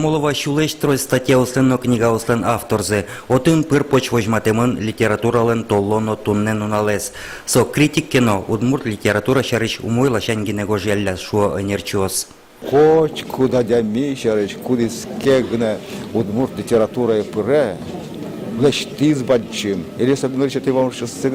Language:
Udmurt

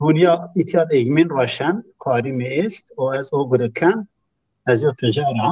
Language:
Zaza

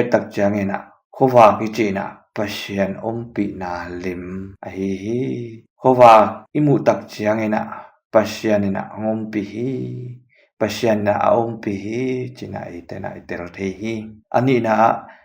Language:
Tedim Chin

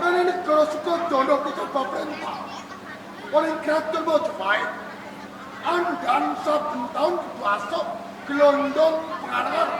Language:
Javanese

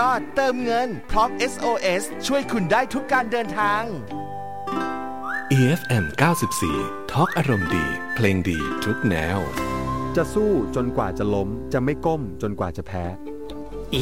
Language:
Thai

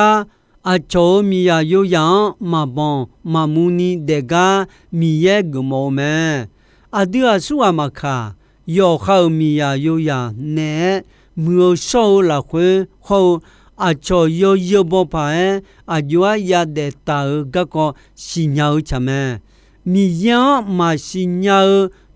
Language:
Akha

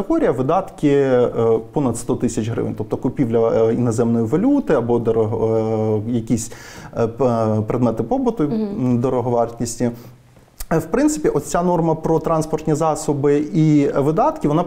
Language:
Ukrainian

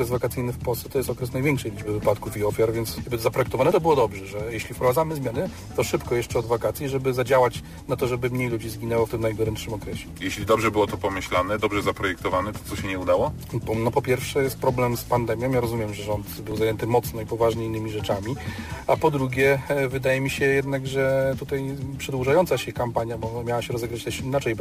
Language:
Polish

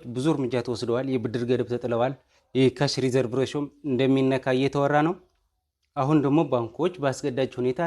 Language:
Amharic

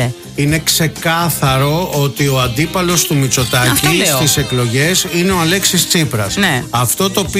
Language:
Greek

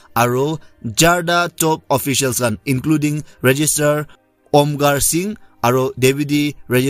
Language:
Naga Pidgin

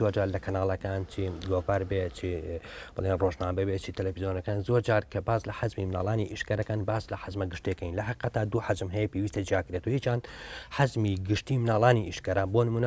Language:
Central Kurdish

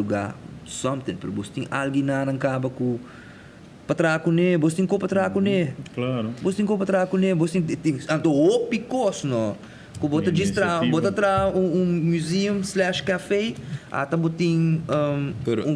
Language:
Papiamento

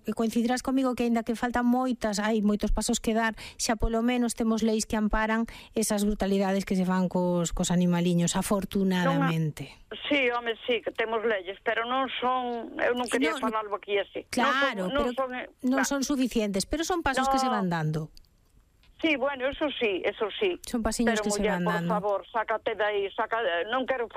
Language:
Galician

